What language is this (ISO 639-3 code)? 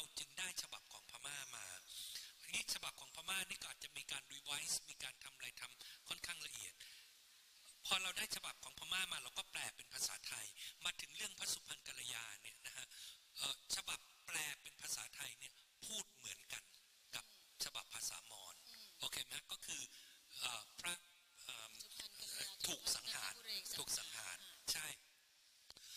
tha